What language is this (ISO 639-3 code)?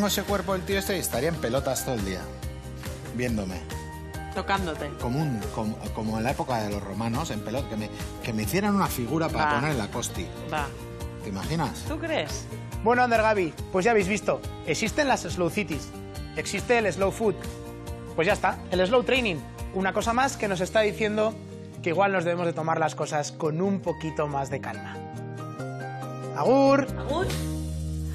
spa